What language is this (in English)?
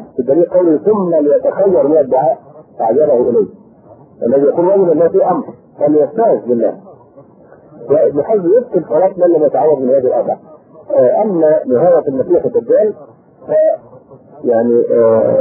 Arabic